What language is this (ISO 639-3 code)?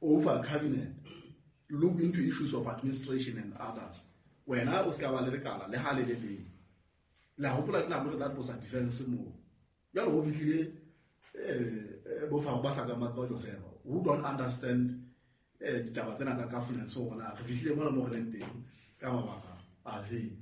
sot